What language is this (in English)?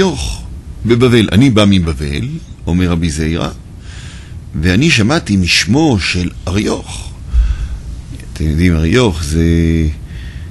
Hebrew